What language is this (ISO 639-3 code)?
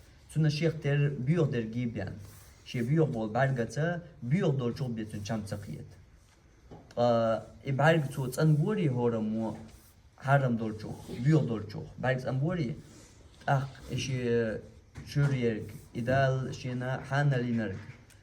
che